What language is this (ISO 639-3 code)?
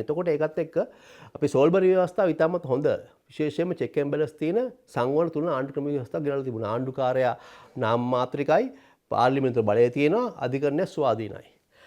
sin